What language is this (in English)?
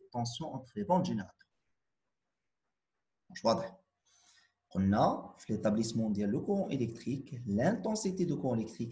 Moroccan Arabic